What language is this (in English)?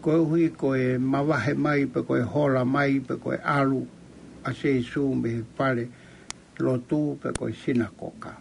Tongan